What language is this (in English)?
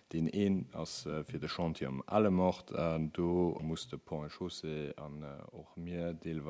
Luxembourgish